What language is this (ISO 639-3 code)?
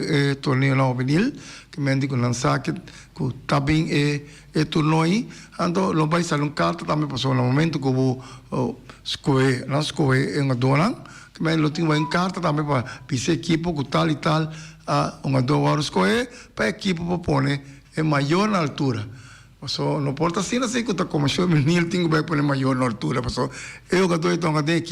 pap